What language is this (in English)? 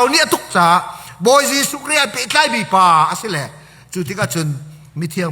Hakha Chin